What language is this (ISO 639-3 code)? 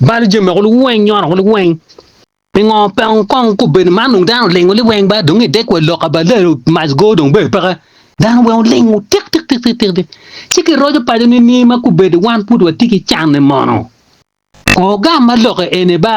ach